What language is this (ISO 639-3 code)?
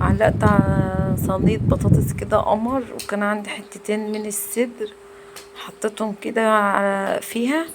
arz